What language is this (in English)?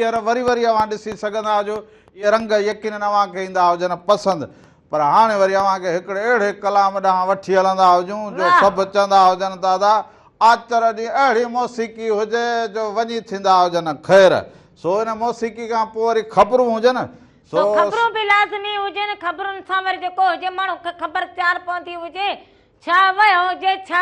Sindhi